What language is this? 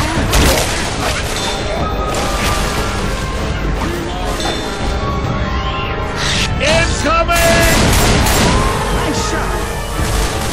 English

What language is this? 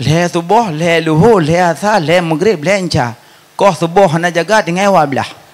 Achinese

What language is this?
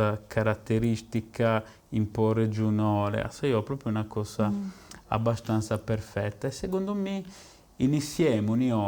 Sardinian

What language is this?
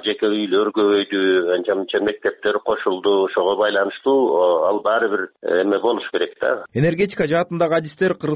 Kyrgyz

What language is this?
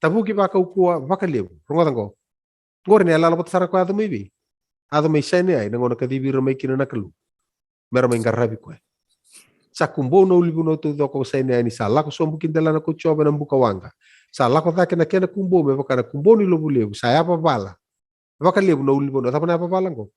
Fijian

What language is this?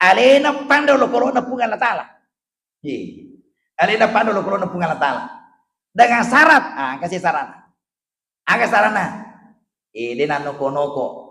Buginese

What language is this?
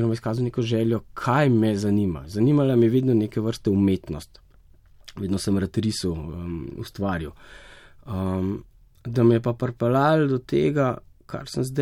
Slovenian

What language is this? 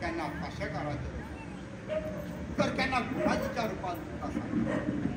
Konkani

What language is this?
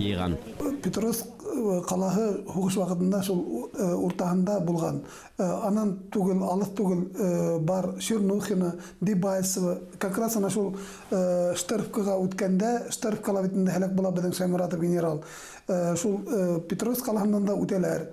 Bashkir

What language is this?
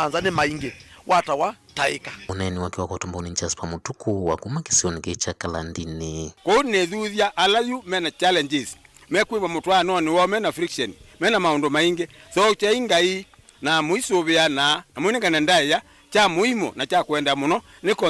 Kamba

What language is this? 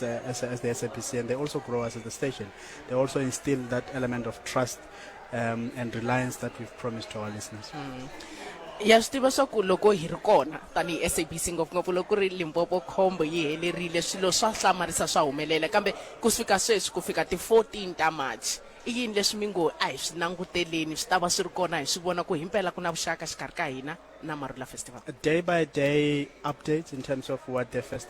Tsonga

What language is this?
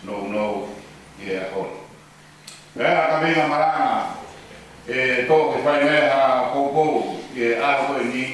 Tongan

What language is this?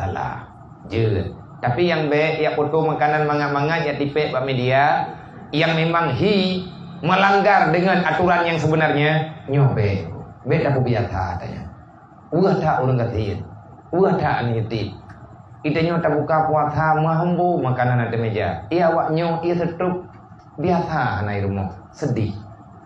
Achinese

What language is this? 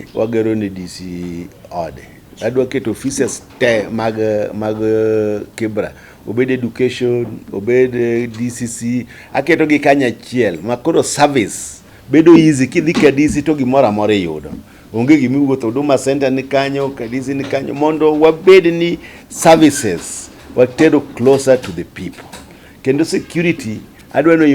Luo (Kenya and Tanzania)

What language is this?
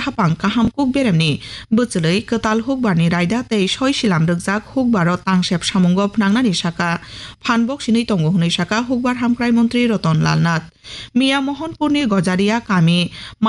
Kok Borok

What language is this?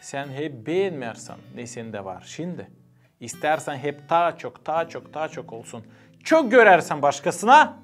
Gagauz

